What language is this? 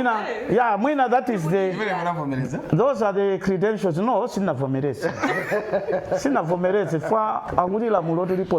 Nyanja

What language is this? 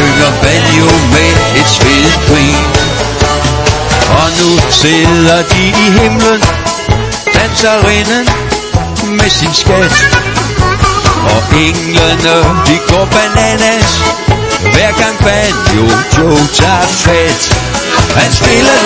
Danish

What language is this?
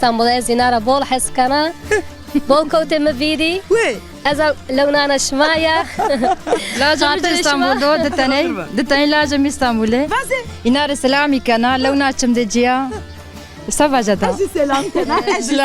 Zaza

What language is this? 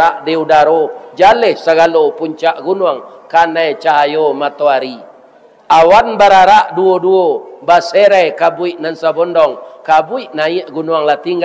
Minangkabau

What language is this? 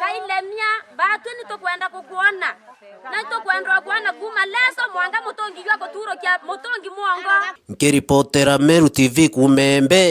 Meru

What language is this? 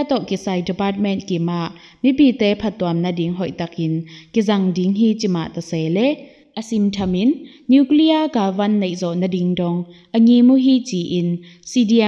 Tedim Chin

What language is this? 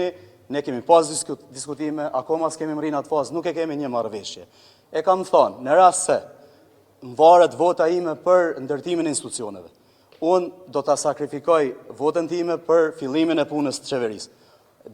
Albanian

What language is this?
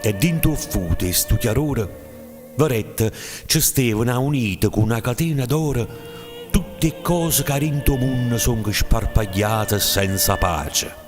Neapolitan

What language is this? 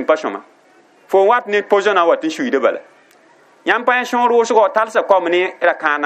Mossi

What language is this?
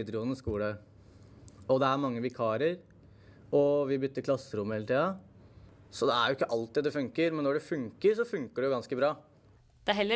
Norwegian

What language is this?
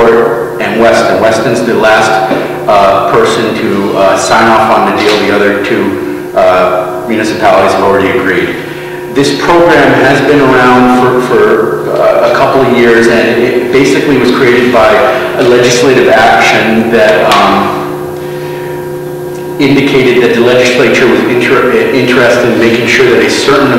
English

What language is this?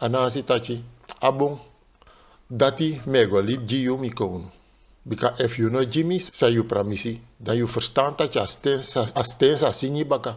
Sranan Tongo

